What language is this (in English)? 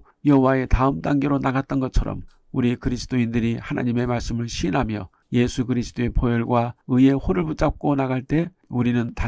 Korean